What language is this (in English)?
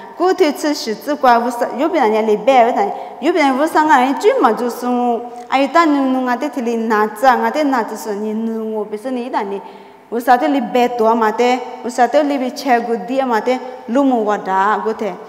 Lisu